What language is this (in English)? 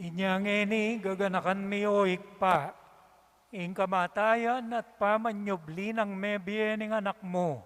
Pampanga